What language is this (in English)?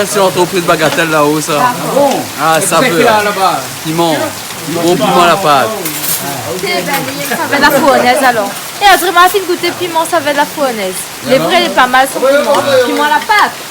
Réunion Creole French